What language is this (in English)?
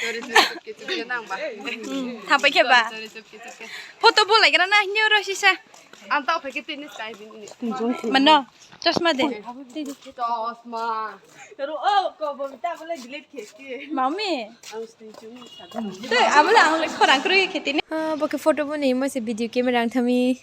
Riang (India)